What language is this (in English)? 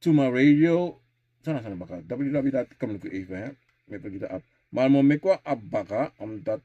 Sranan Tongo